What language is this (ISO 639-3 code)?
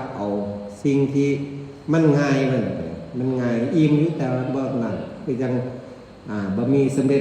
tts